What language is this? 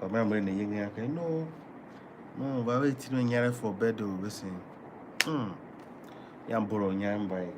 Tiv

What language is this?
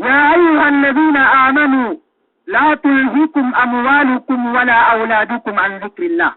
Yakan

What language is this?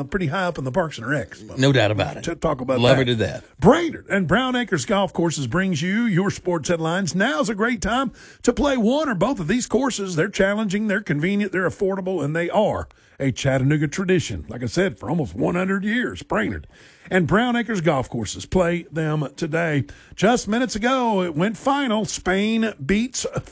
English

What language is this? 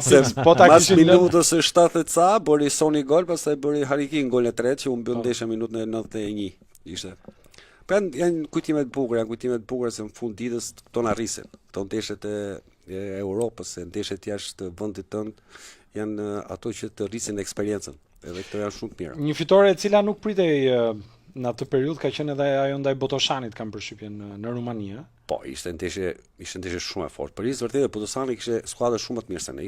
Albanian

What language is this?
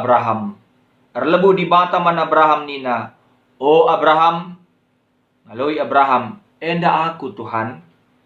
Batak Karo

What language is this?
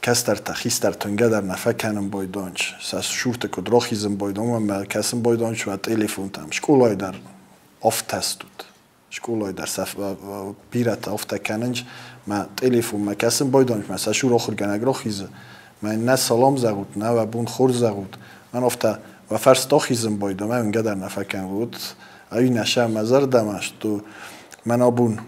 Ossetic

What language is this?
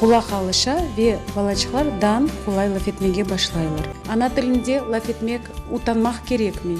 Crimean Tatar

